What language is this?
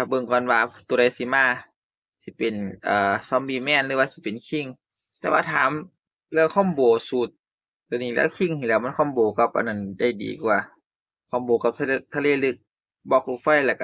Northeastern Thai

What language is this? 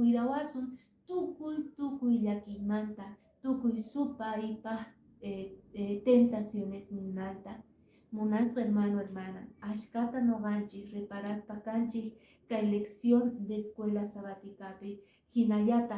Quechua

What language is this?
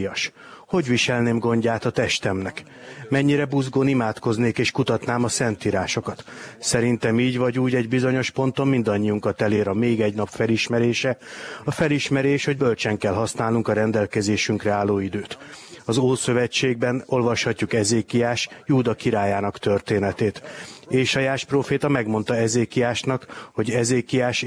Hungarian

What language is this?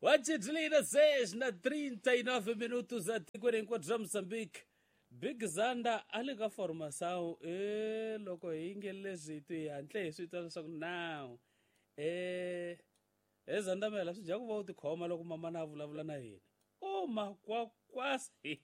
Tsonga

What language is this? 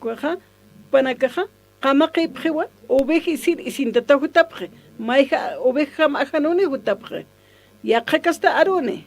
Aymara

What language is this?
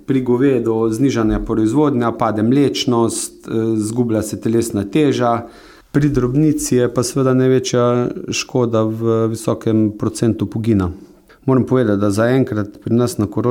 Slovenian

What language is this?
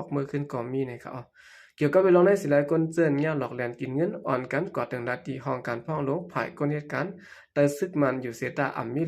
Shan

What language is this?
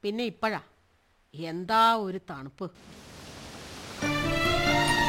Malayalam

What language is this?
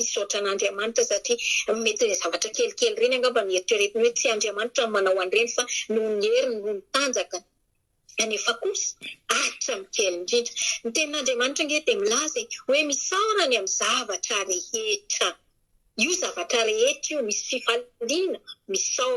Malagasy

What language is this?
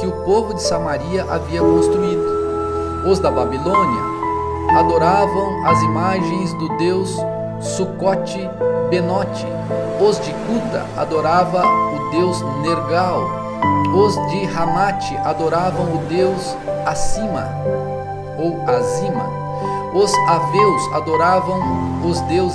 Portuguese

